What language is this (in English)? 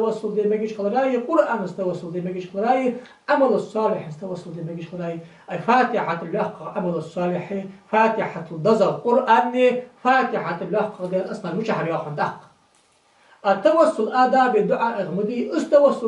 Ingush